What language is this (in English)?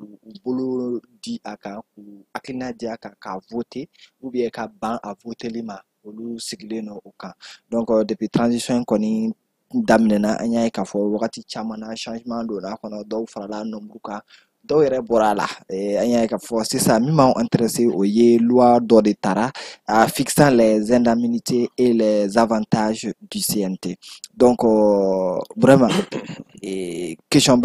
Bambara